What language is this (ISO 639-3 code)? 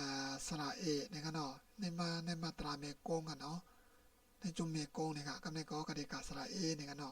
shn